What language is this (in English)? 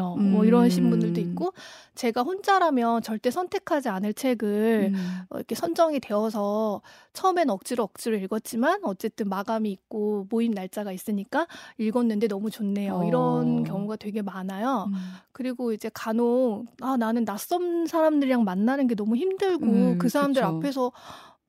Korean